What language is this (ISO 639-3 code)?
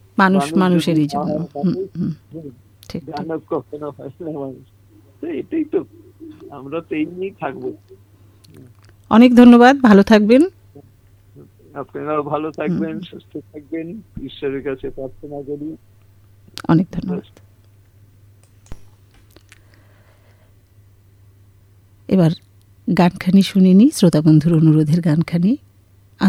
ben